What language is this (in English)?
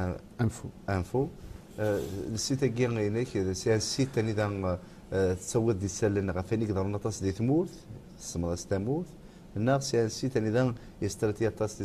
Kabyle